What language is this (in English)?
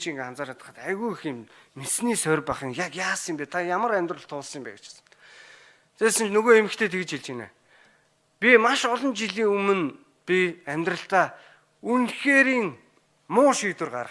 Mongolian